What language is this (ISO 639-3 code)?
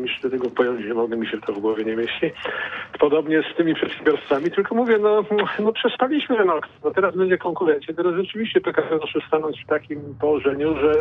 pol